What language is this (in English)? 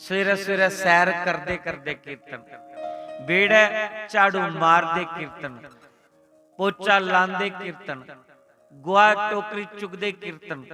Dogri